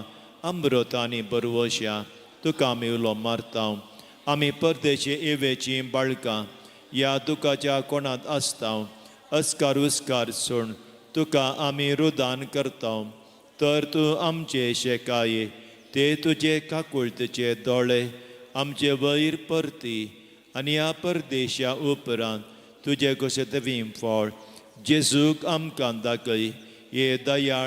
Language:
Konkani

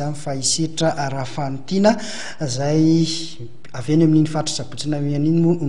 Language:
Malagasy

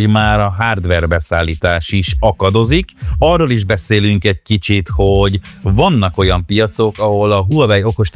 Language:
Hungarian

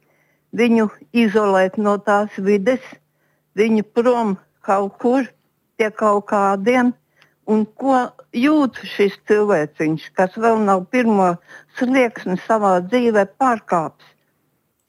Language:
Latvian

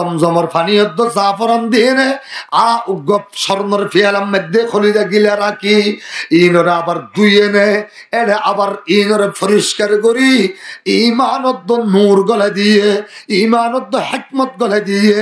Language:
Rohingya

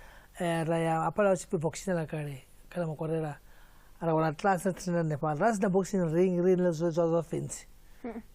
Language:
Venda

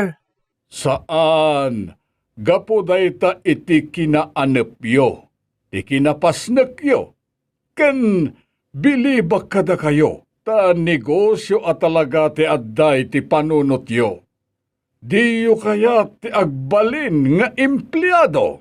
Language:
Iloko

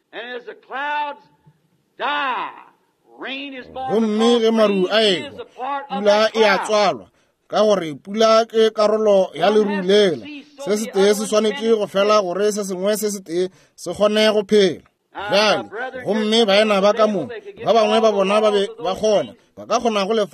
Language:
Northern Sotho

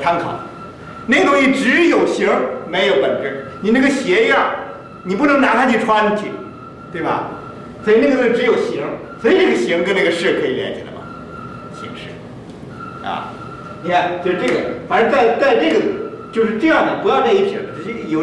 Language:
Chinese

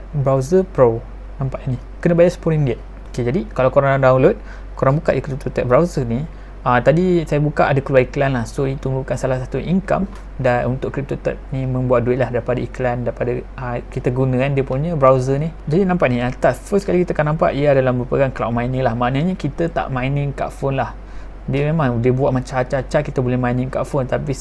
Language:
Malay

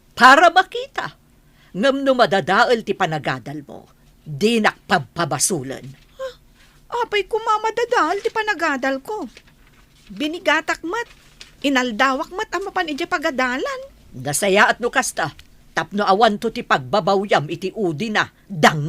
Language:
Iloko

